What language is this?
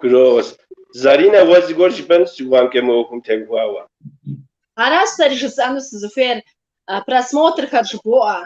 Kabardian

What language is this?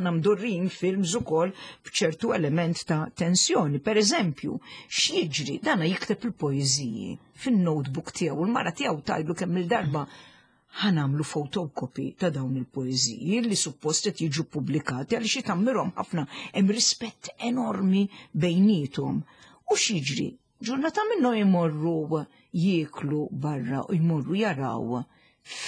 Maltese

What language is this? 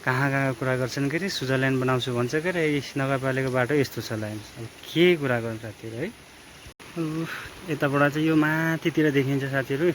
Nepali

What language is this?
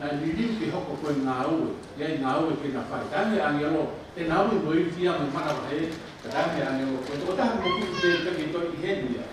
Tongan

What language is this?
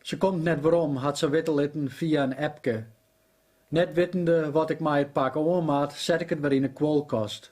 Western Frisian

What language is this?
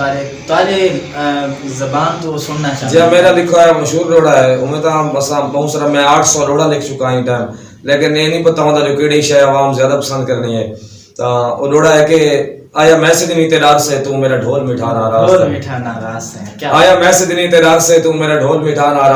Saraiki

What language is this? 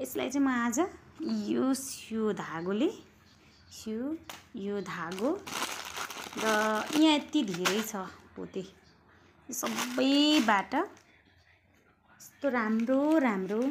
Nepali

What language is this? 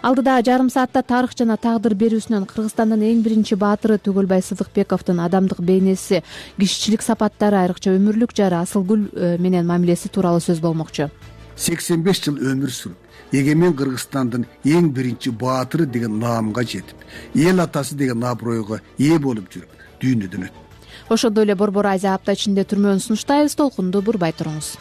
Kyrgyz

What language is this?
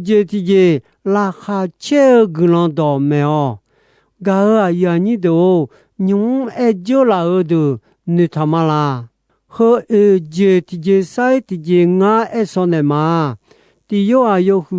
Akha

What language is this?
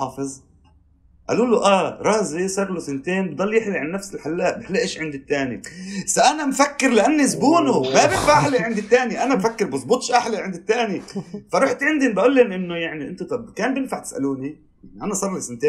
North Levantine Arabic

